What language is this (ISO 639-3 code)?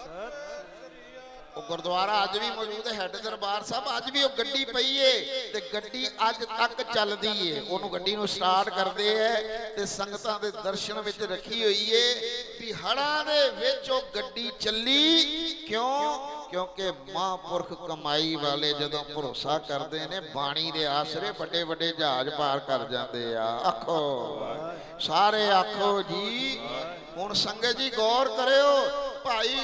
pan